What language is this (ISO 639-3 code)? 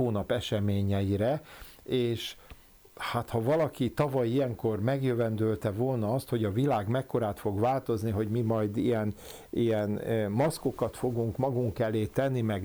hun